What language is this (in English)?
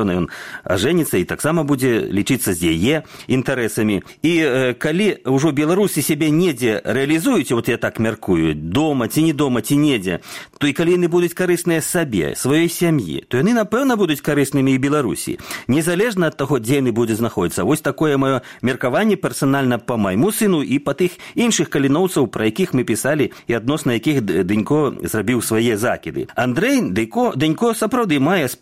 Belarusian